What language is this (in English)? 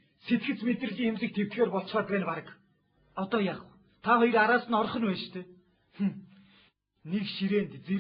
Mongolian